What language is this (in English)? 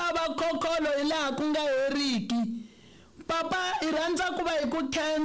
Tsonga